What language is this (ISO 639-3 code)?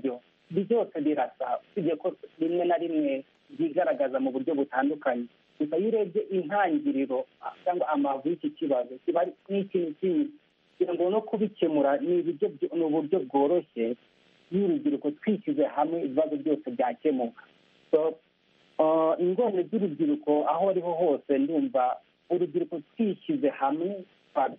kin